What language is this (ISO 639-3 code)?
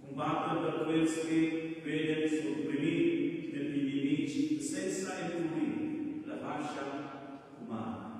roh